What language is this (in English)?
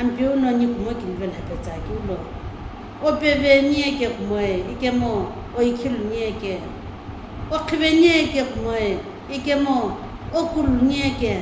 Sumi Naga